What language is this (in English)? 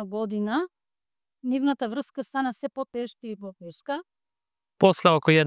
Macedonian